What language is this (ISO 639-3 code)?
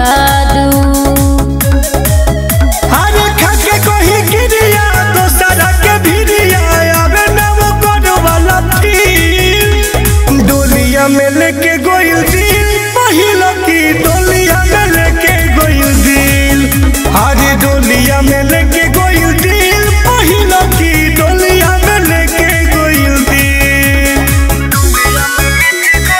bho